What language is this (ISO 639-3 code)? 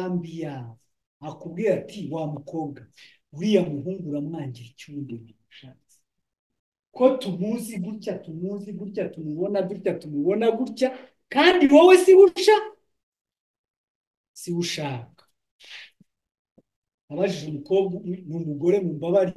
kin